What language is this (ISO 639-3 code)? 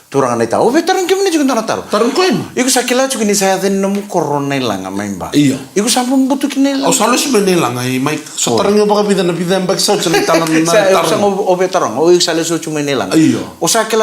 fij